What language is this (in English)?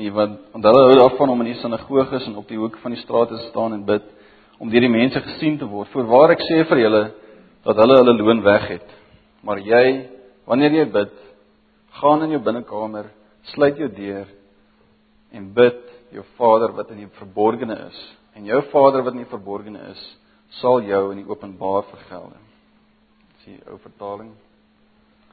Afrikaans